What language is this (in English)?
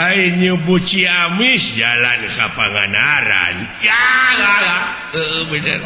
Sundanese